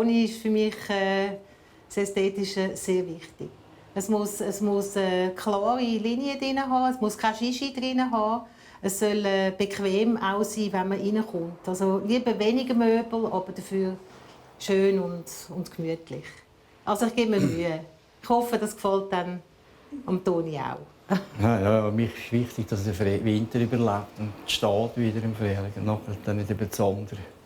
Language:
Swiss German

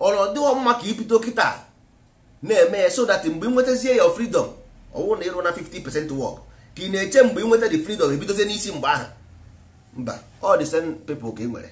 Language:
Igbo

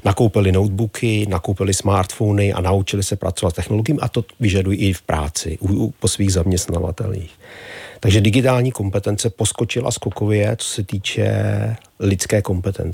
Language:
Czech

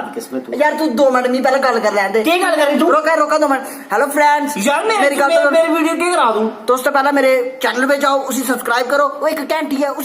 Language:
Dogri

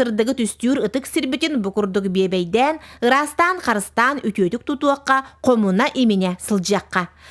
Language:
Yakut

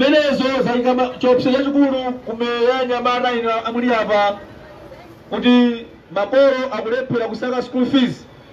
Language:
Nyanja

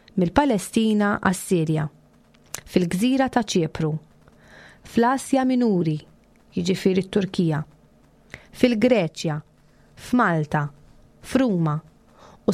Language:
Maltese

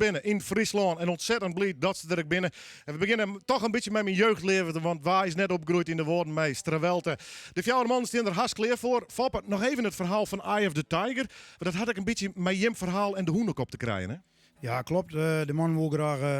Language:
Western Frisian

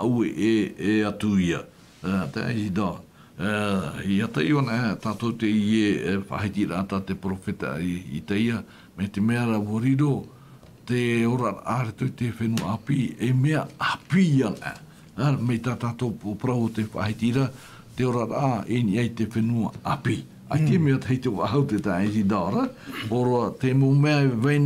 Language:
Tahitian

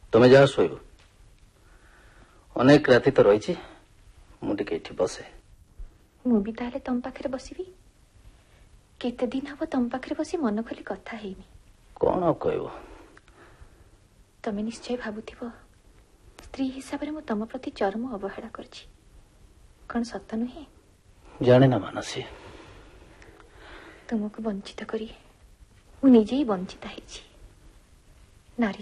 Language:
Odia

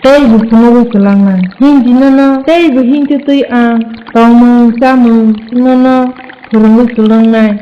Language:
Kok Borok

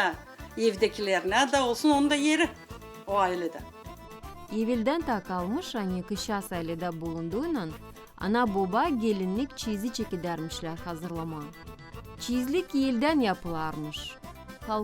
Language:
Gagauz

